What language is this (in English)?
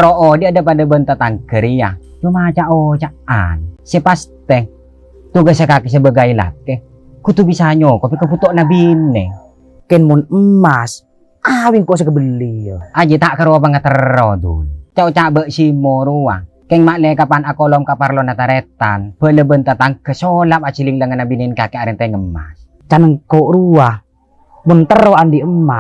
Madurese